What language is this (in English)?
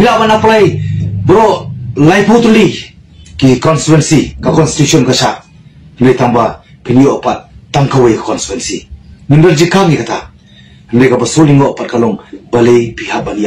Khasi